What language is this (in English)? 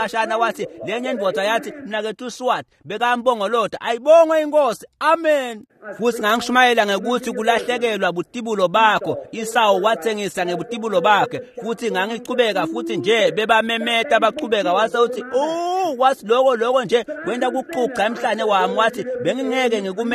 Swati